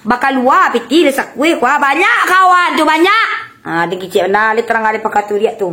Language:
Minangkabau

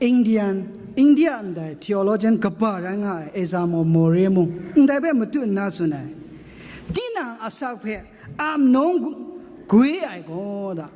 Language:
Kachin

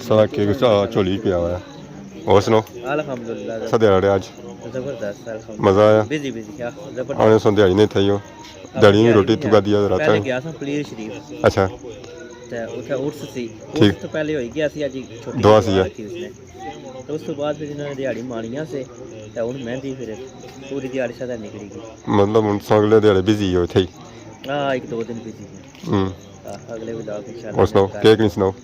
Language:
Pahari-Potwari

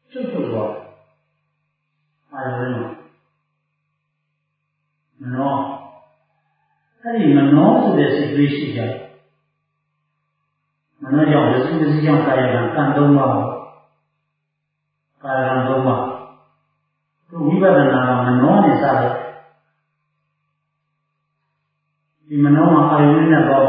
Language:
Burmese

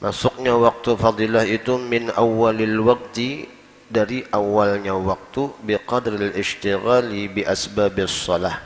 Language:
Banjar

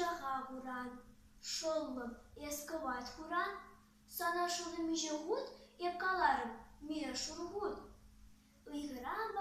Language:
Chuvash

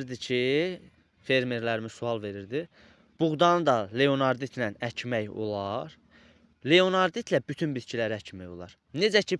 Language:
Azerbaijani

